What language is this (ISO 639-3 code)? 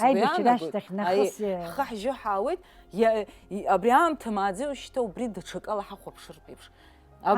abk